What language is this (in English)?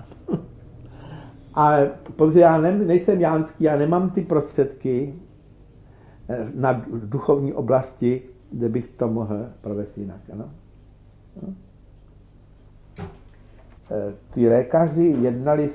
Czech